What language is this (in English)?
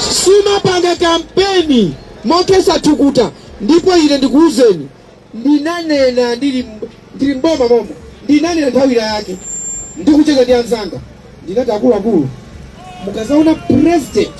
Nyanja